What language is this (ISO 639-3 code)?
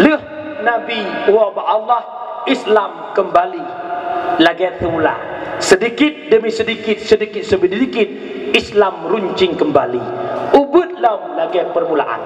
ace